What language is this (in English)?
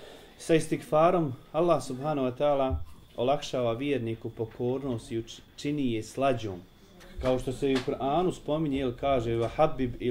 Bosnian